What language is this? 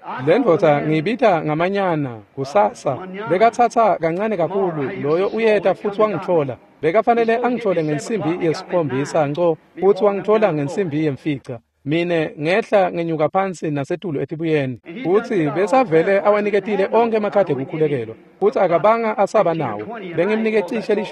Swati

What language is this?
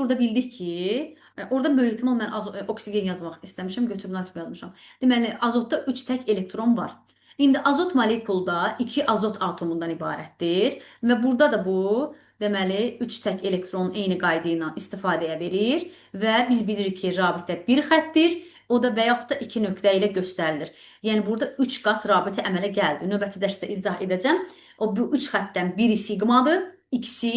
Azerbaijani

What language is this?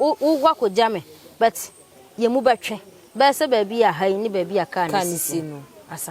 Akan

